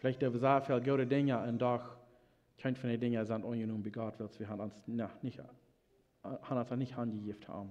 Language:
Plautdietsch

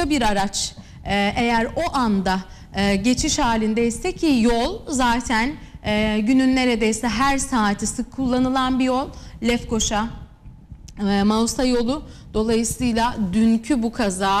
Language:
Turkish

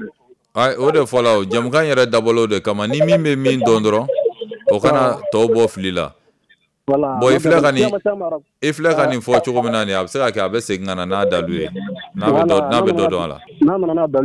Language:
Bambara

